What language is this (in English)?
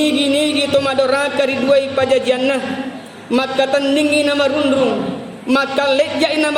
Buginese